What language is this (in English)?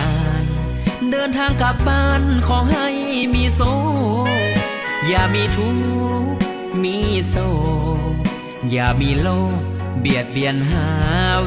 Lao